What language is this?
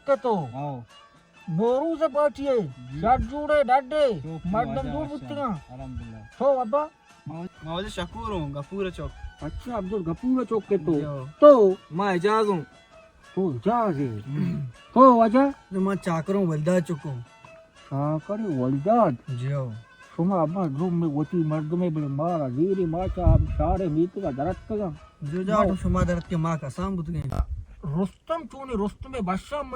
Baluchi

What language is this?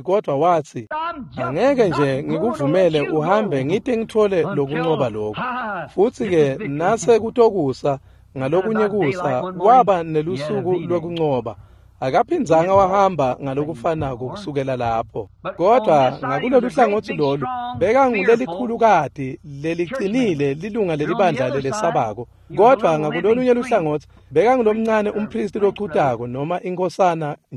Swati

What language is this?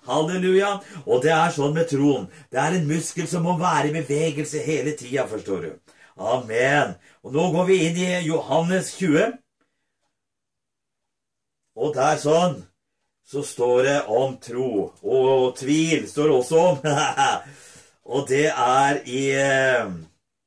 Norwegian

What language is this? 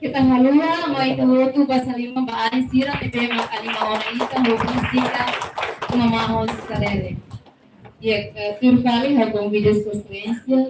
Tetum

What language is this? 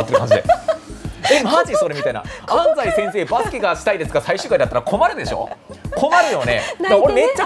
Japanese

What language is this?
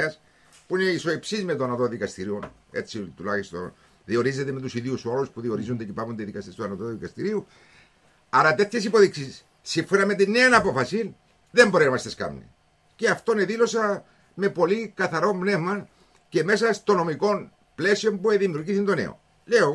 Greek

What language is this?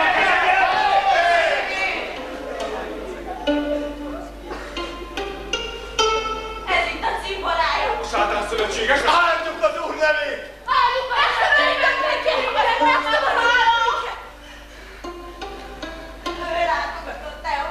Hungarian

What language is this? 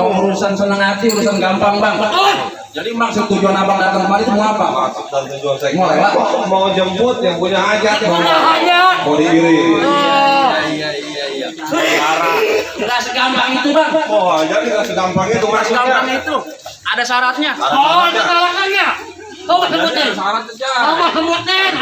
Betawi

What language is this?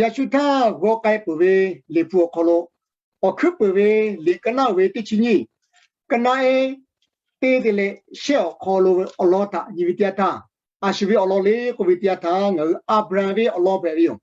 Lahu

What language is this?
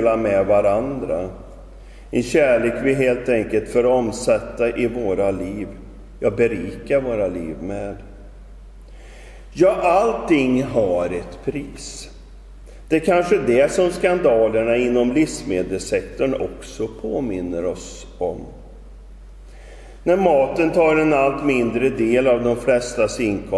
Swedish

